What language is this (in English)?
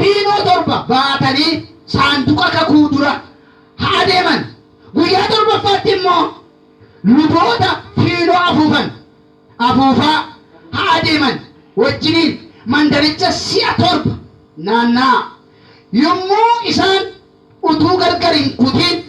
Oromo